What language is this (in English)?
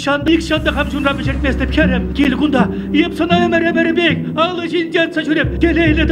Chuvash